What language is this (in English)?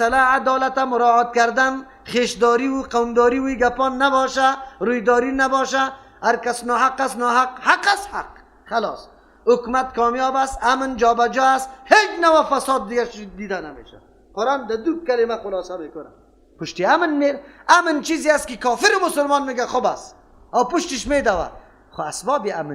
Persian